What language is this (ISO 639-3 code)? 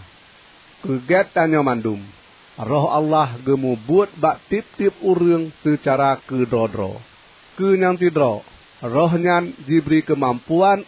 ace